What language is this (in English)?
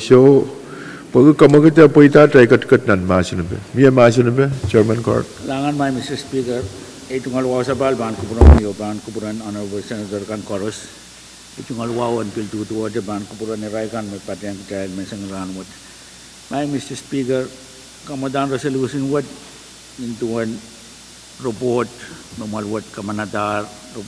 Pohnpeian